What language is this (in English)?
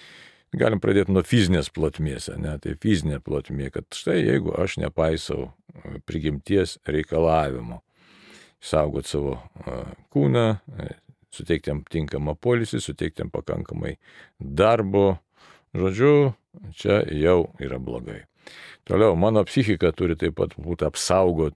Lithuanian